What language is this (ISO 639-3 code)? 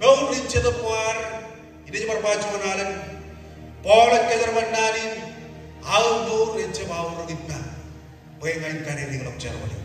mah